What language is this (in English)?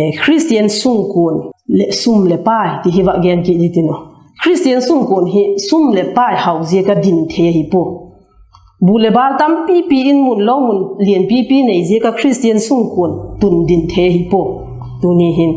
Vaiphei